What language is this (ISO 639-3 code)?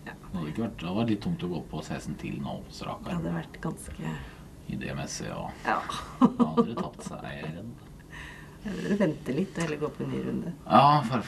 nor